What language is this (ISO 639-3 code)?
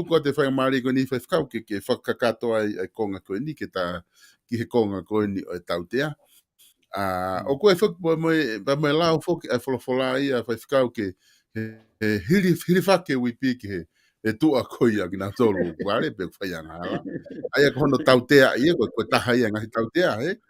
ton